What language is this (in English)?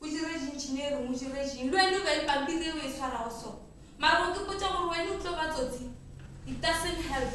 Northern Sotho